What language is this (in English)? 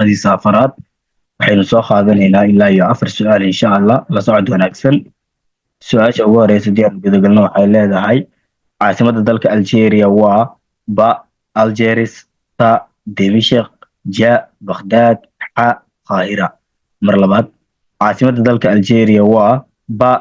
Somali